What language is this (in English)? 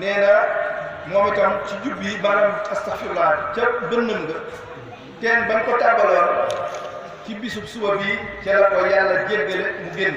Wolof